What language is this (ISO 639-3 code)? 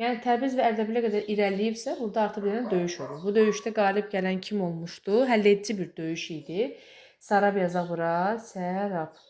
aze